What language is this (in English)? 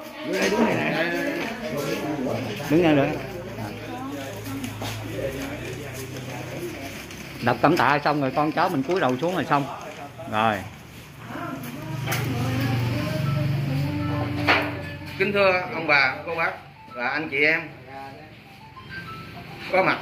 Vietnamese